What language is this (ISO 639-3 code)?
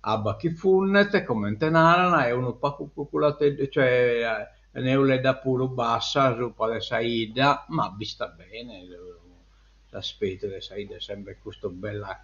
srd